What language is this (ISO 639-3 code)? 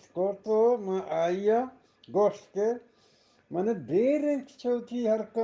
bgp